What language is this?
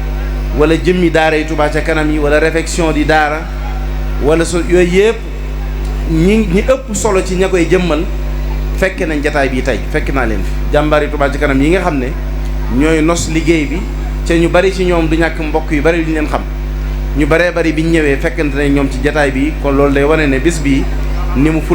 Wolof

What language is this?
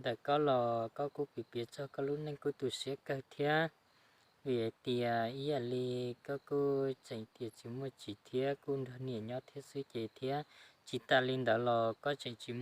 Hmong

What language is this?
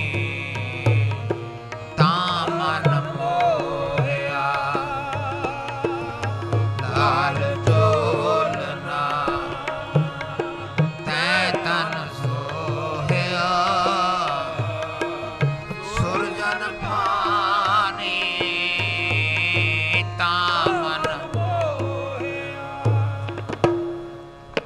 Punjabi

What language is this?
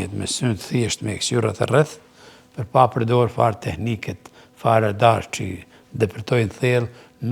Albanian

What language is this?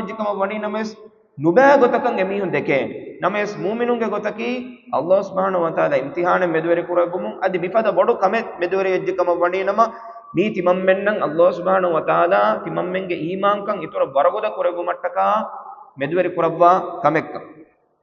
Divehi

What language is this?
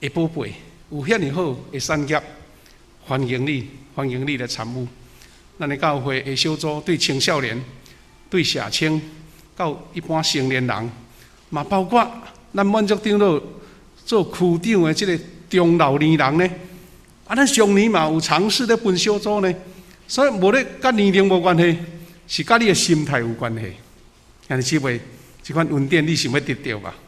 Min Nan Chinese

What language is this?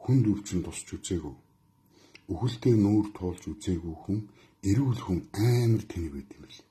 Mongolian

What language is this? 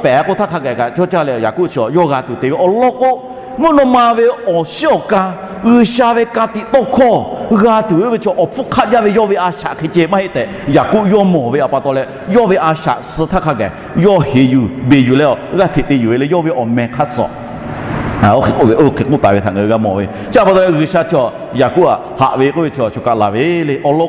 Lahu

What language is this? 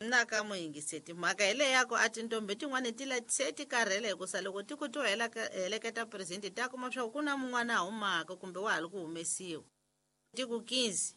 Tsonga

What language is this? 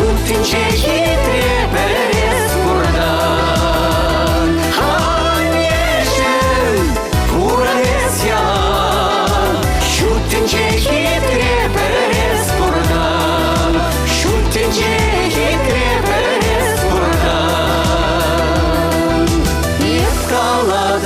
Chuvash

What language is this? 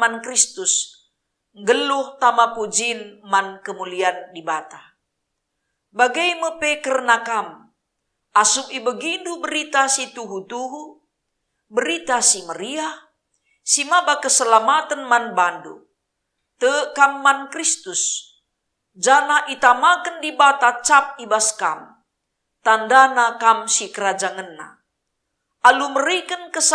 Batak Karo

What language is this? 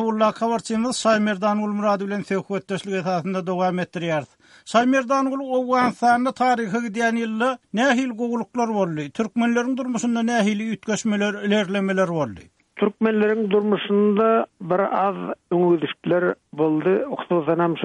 Turkmen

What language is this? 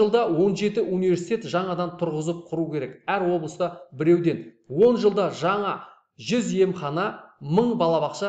Kazakh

